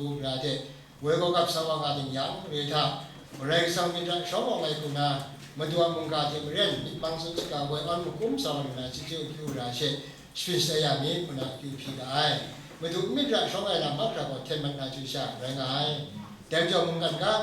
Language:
Kachin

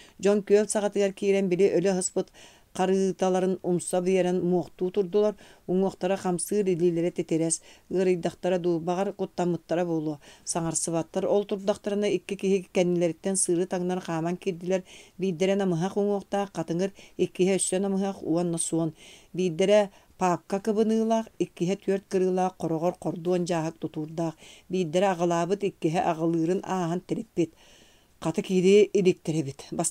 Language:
Yakut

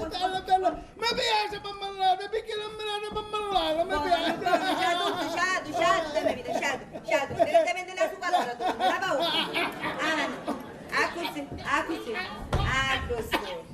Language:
Sicilian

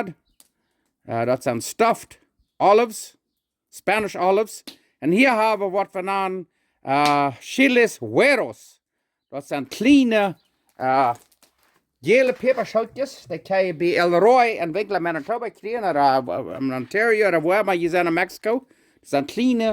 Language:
Plautdietsch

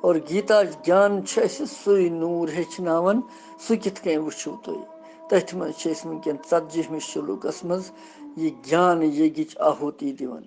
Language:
Kashmiri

